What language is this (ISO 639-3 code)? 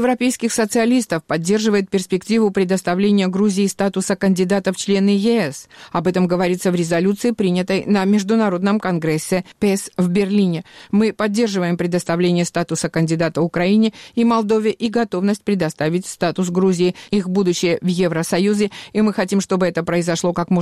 rus